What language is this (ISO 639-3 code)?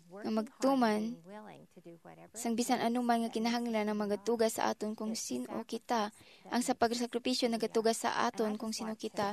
hil